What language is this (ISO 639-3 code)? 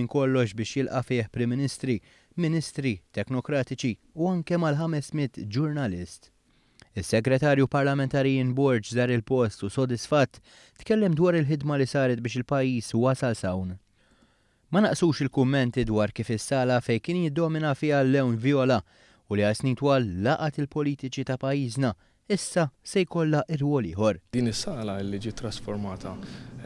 mlt